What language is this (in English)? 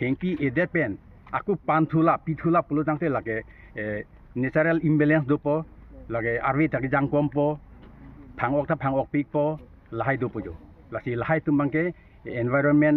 Karbi